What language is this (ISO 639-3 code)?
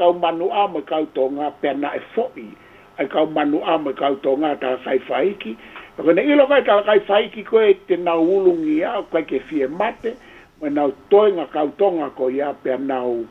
ton